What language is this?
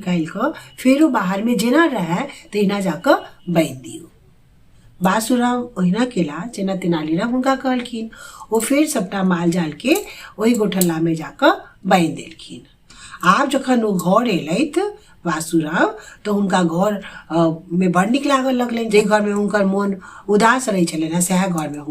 Maithili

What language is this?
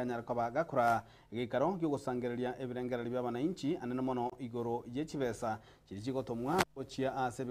Gusii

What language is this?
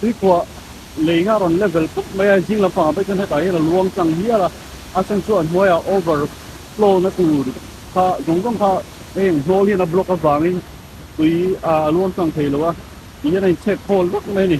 Mizo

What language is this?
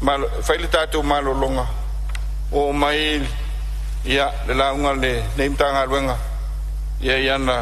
Samoan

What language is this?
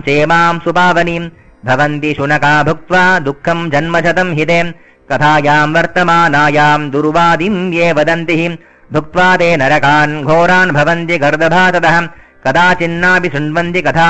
Sanskrit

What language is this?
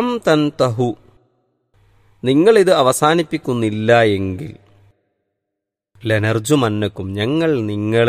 Malayalam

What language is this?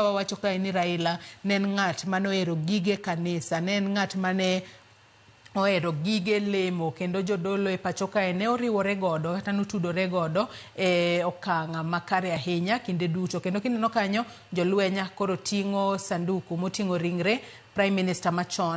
Luo (Kenya and Tanzania)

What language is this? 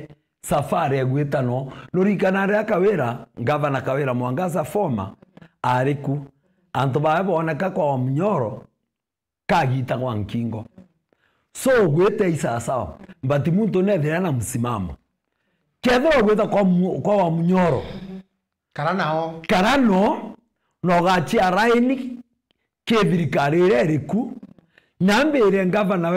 Meru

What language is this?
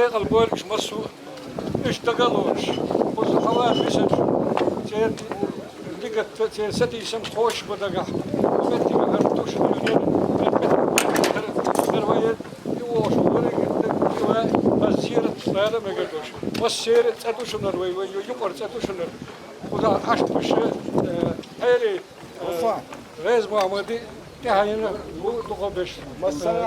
Chechen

